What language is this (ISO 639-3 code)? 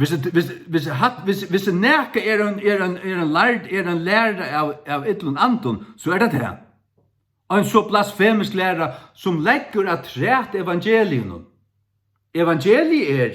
fao